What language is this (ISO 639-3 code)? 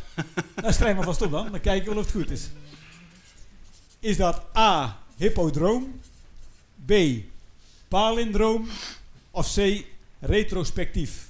nld